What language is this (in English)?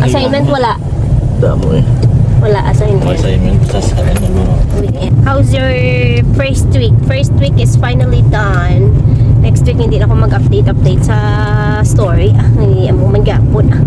Hiligaynon